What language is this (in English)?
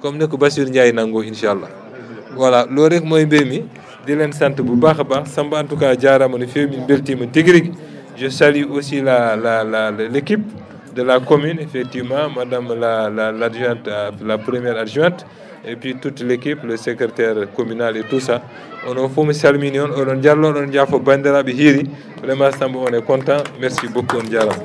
Fula